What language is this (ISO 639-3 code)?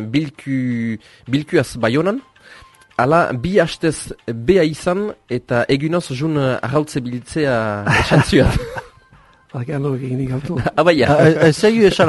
eus